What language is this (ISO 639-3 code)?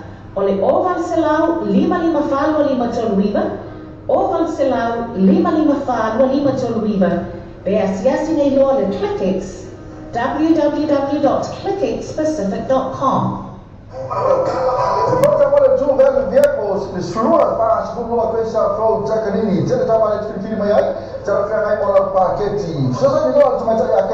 smo